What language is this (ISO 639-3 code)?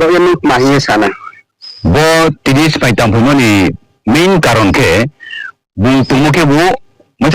ria